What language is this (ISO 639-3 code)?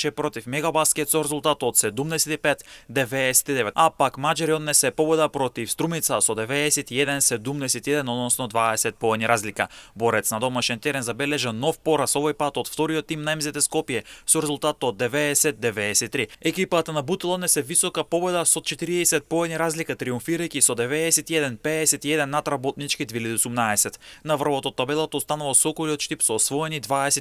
mkd